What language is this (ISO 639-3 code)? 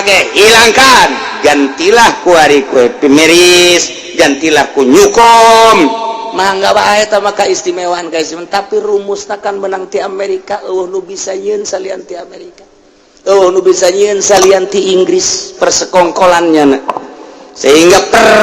sun